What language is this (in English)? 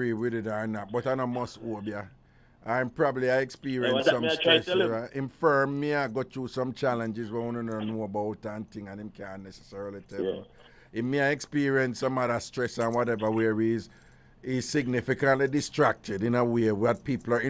Jamaican Creole English